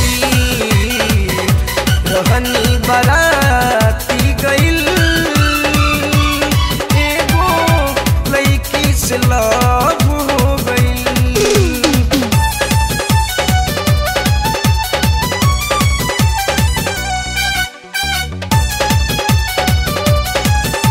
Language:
Bhojpuri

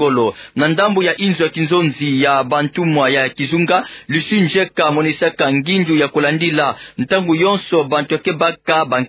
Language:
Kituba (Democratic Republic of Congo)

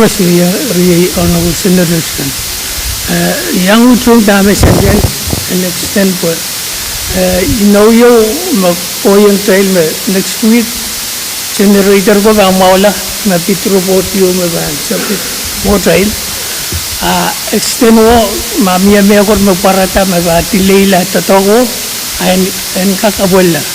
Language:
Pohnpeian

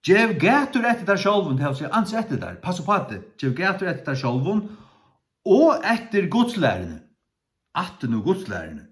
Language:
Faroese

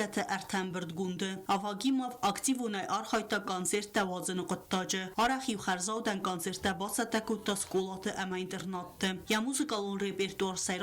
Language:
Ossetic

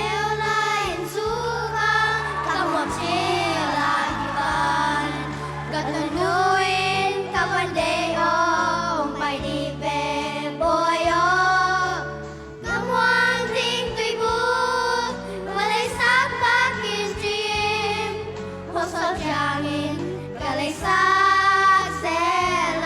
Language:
Tedim Chin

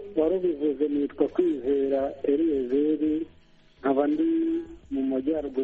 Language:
Kinyarwanda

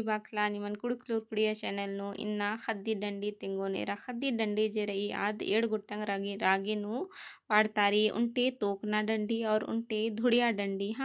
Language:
Kurukh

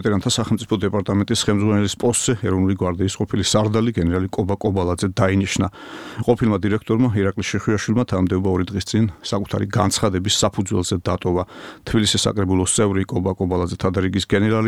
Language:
Georgian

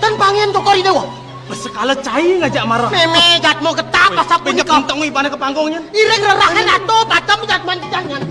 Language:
Balinese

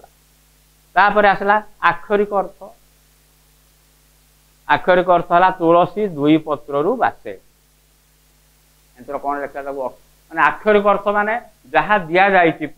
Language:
Odia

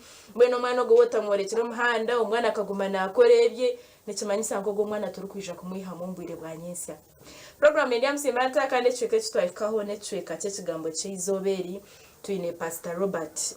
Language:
Nyankole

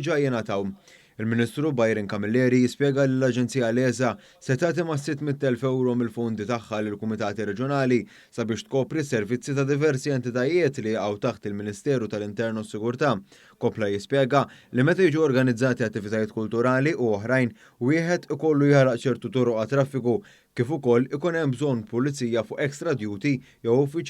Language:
Maltese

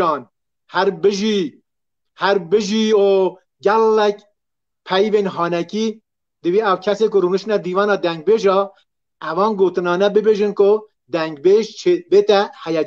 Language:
Kurdish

